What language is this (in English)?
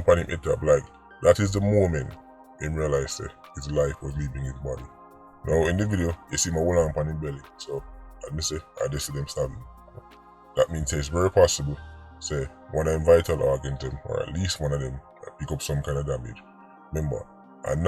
Jamaican Creole English